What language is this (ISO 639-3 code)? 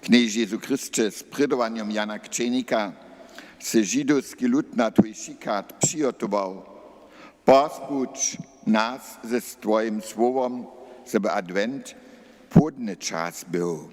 hsb